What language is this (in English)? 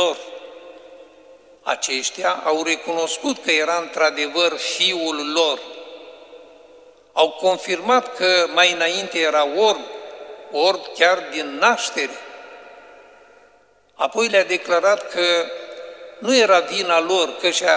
Romanian